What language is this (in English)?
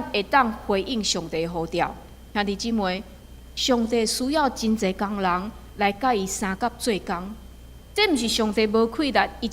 Min Nan Chinese